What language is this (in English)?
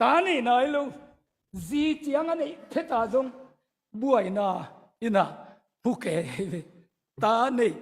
Tedim Chin